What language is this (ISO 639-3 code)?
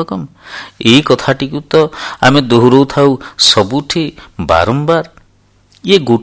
ori